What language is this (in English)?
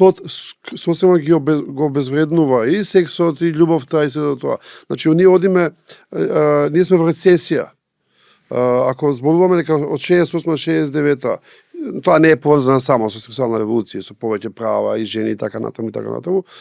Macedonian